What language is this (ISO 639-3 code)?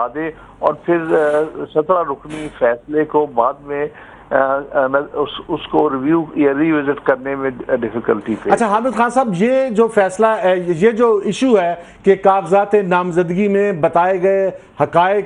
urd